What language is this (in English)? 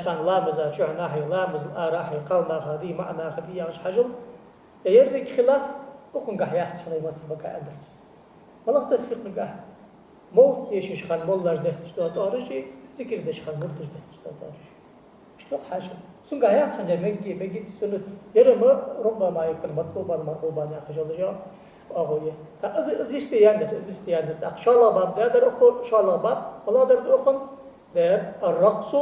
Ingush